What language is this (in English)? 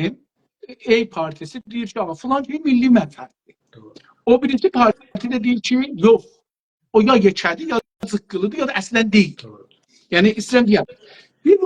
South Azerbaijani